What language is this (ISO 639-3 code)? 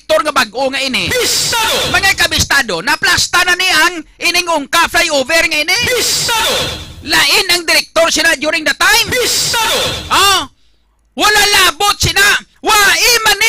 hil